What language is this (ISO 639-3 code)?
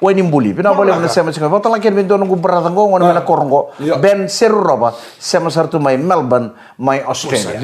fij